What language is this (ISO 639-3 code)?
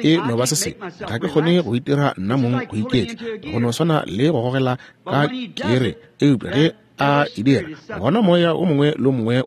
nso